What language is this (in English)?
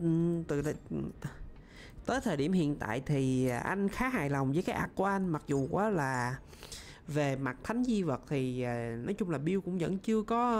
Vietnamese